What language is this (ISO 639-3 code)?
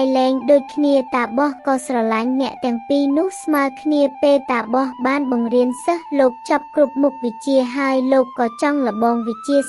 khm